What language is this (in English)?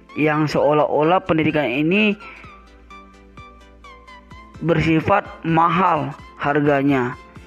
Indonesian